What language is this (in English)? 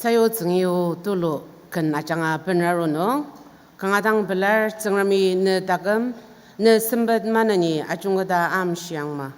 Ao Naga